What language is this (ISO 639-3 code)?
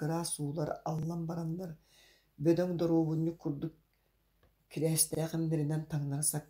sah